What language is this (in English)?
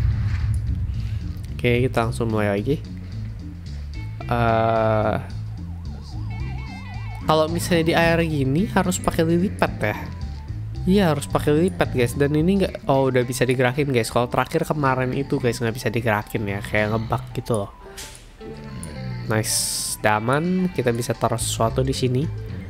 Indonesian